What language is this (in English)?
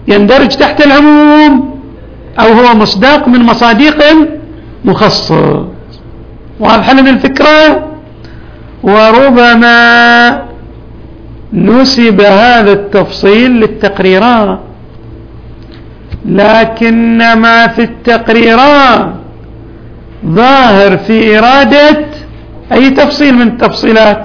Arabic